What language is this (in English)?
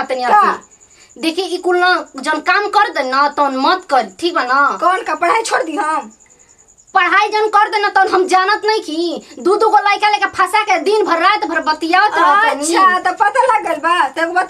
Bhojpuri